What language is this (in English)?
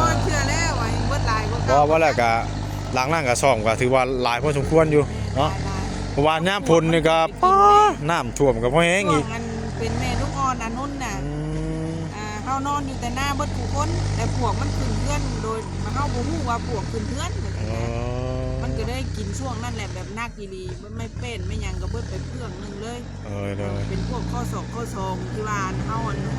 Northeastern Thai